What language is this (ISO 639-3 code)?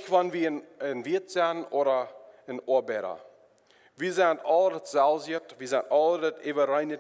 pdt